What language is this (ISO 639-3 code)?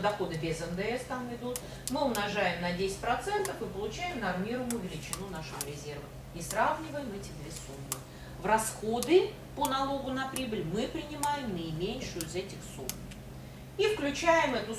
rus